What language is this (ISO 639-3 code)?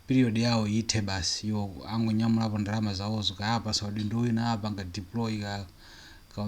nya